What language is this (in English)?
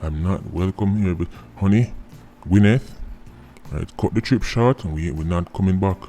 Jamaican Creole English